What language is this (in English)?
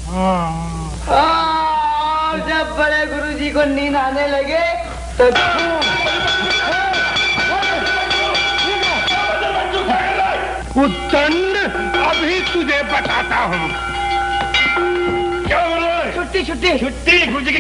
Hindi